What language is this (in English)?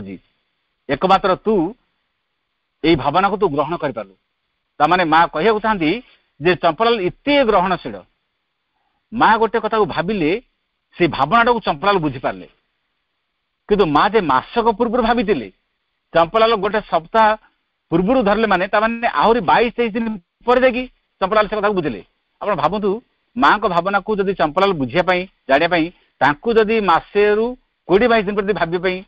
Odia